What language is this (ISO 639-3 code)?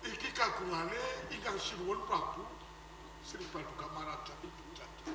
jav